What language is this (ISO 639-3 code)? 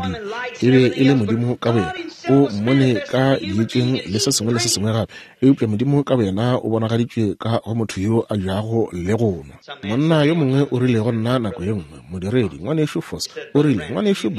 nso